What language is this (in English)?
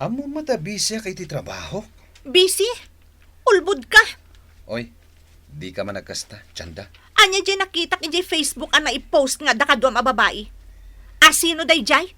Iloko